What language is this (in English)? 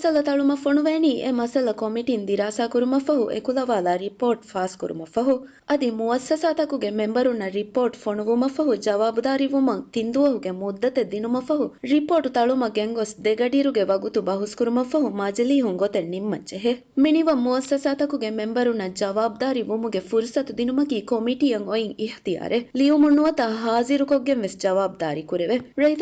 Divehi